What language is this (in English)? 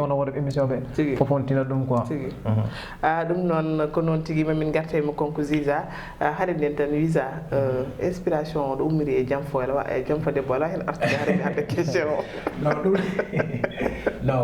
Fula